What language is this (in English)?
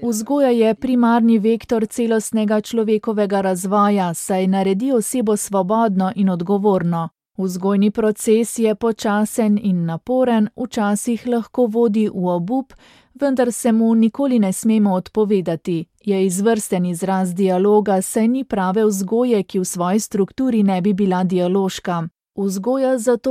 Slovenian